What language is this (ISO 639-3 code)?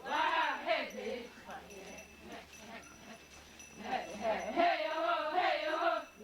xav